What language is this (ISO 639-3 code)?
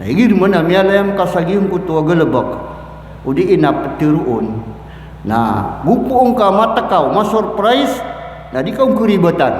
mrw